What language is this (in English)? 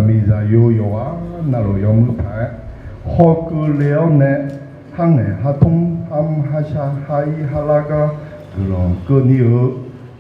Akha